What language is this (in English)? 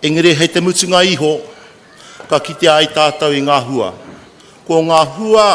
Māori